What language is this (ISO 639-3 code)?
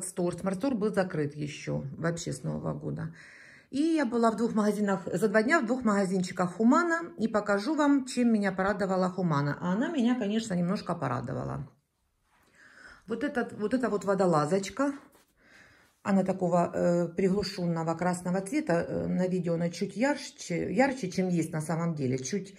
rus